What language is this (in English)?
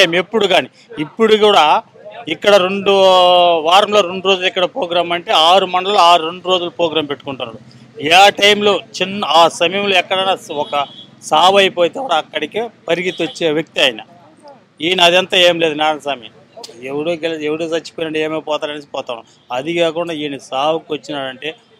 Telugu